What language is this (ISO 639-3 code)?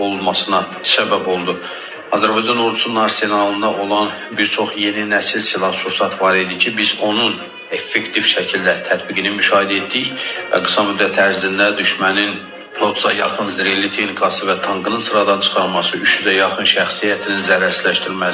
aze